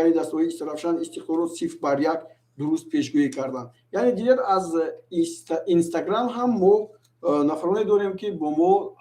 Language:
Tajik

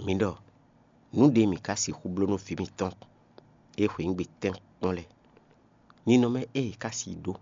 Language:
Fon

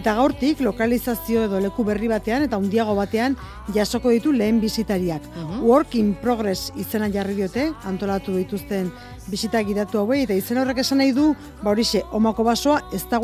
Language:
Basque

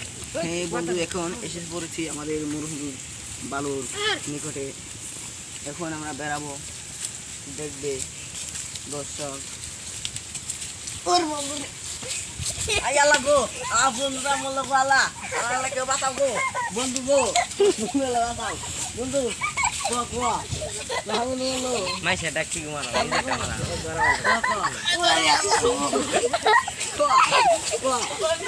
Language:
Bangla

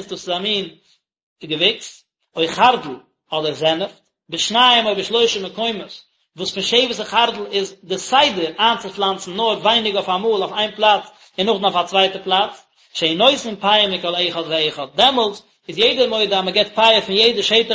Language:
Yiddish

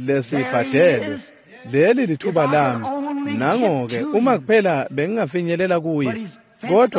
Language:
Swati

